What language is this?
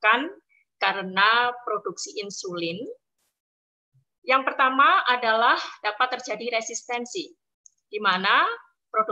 Indonesian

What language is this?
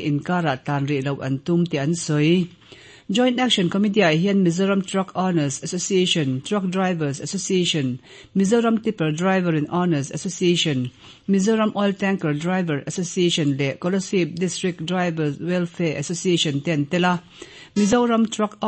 Mizo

